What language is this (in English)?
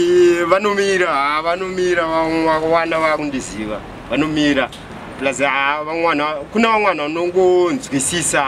Shona